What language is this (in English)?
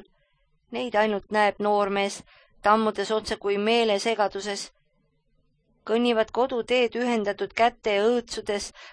Estonian